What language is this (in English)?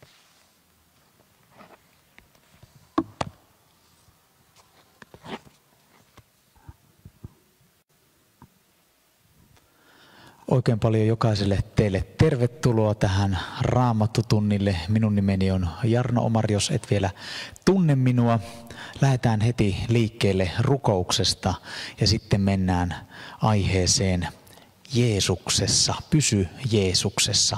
Finnish